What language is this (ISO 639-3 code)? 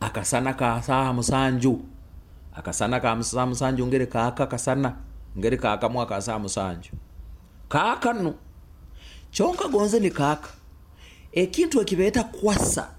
nyo